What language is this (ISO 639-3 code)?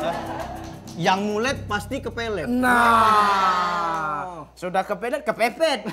mui